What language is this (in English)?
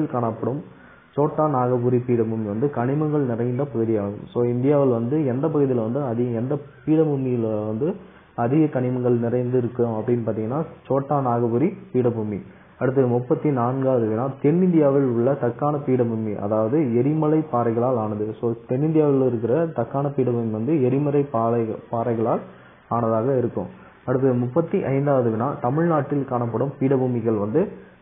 Tamil